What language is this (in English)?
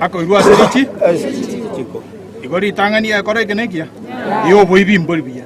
Gusii